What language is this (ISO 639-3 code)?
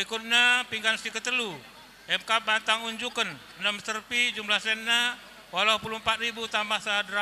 btx